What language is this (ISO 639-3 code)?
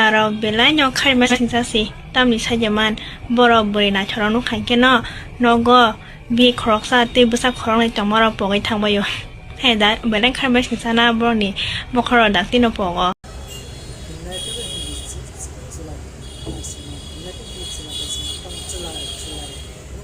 trp